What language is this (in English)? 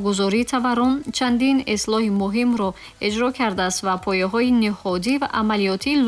Tajik